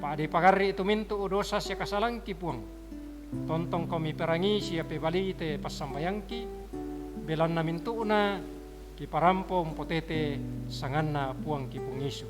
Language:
Toraja-Sa'dan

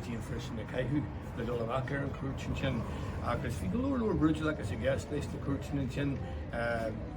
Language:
Irish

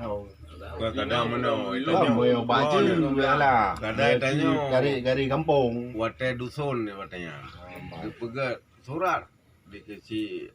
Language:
Achinese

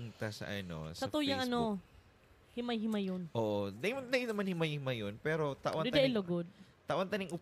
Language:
Bikol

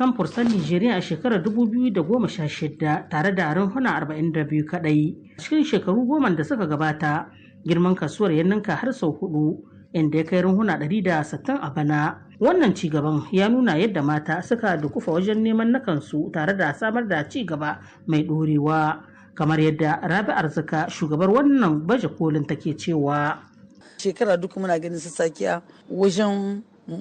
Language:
Hausa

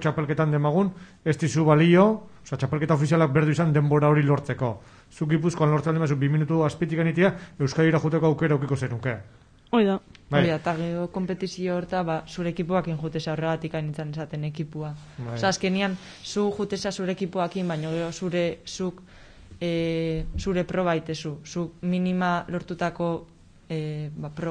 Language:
Basque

